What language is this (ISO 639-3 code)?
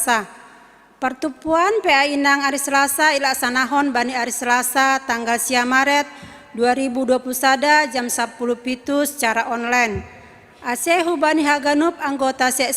bts